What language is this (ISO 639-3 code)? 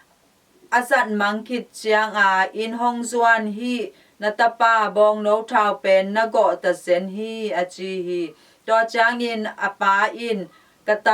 ctd